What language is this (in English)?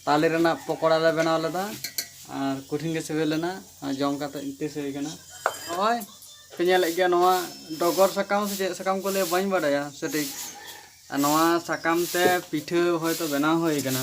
Santali